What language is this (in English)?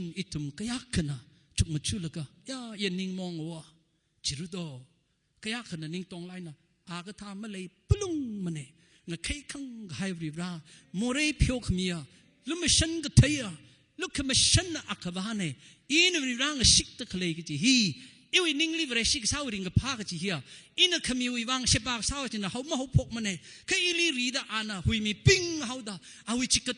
Tangkhul Naga (India)